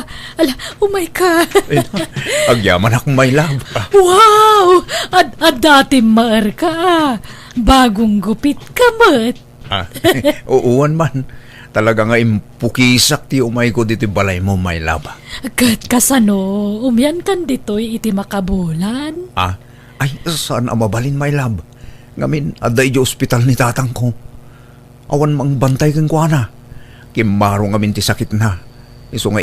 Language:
Iloko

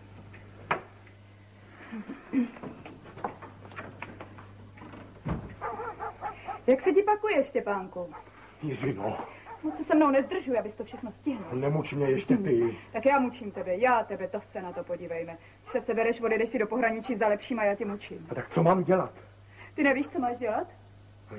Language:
Czech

